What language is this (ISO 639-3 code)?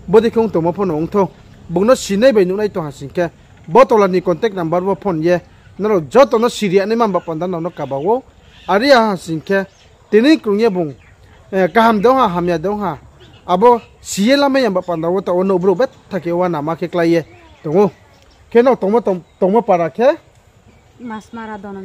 ria